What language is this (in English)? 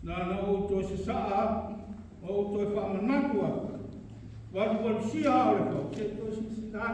Samoan